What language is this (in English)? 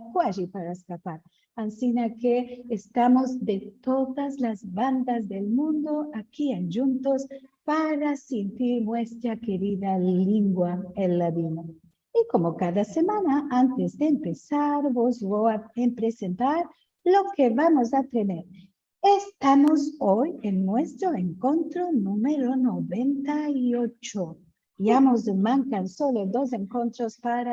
Ladino